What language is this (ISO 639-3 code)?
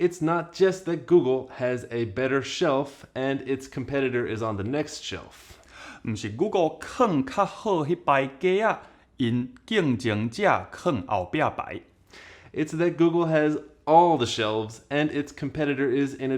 nan